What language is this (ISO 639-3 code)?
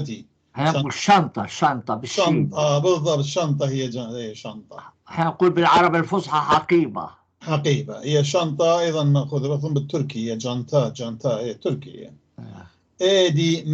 apc